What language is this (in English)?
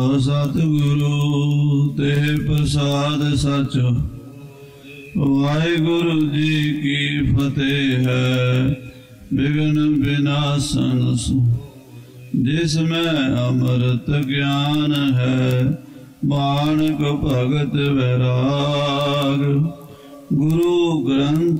Punjabi